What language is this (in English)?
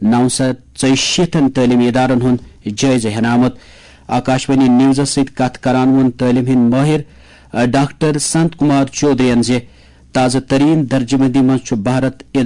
Kashmiri